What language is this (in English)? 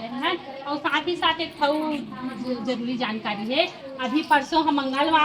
Chhattisgarhi